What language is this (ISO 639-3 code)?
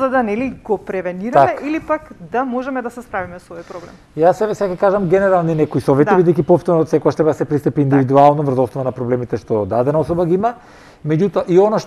mkd